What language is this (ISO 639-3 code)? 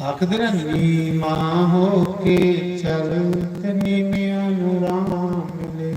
doi